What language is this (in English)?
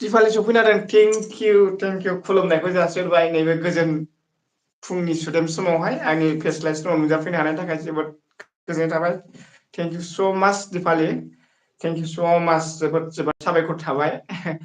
Bodo